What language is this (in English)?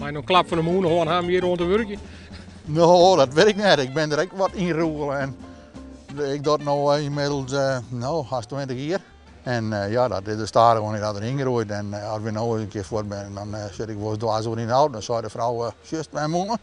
Western Frisian